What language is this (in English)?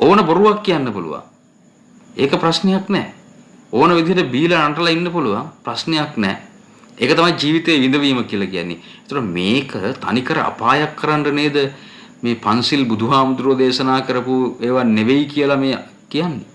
Sinhala